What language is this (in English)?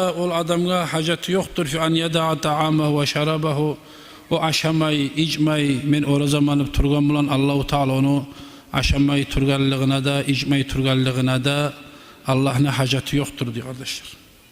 Kumyk